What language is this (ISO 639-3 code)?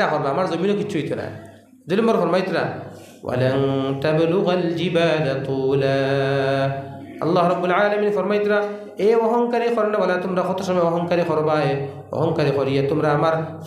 syl